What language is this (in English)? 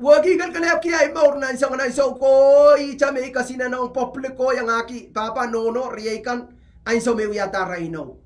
Pohnpeian